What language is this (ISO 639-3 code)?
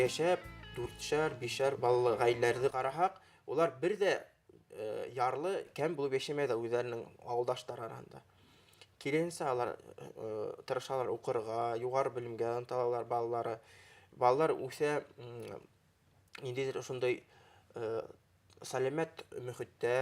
bak